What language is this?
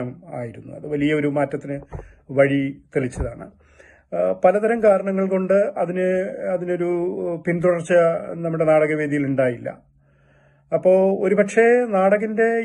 Malayalam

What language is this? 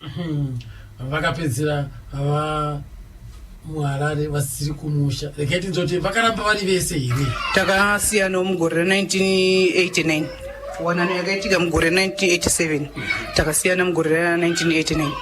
Shona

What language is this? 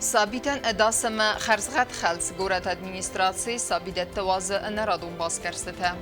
Ossetic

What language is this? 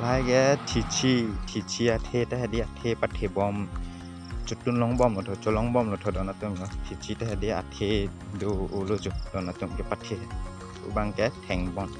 Karbi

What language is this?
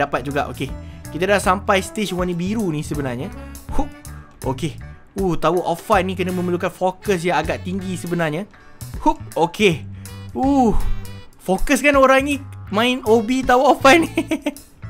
Malay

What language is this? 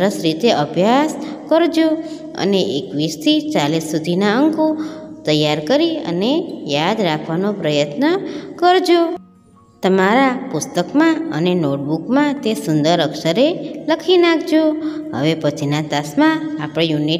Gujarati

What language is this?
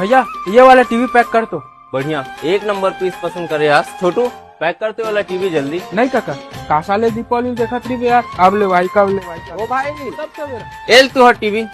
Chhattisgarhi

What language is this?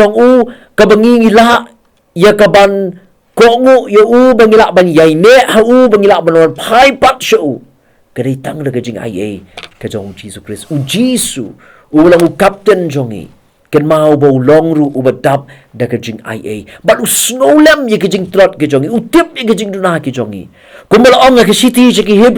Khasi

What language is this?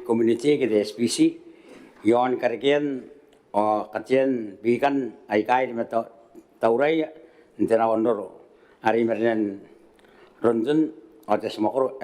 Gilbertese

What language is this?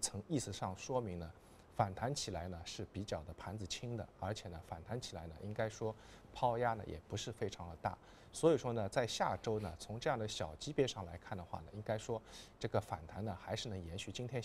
Chinese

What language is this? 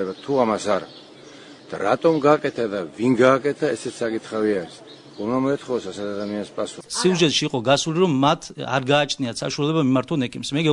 Georgian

